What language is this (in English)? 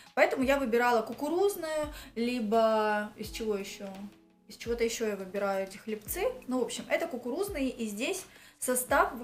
Russian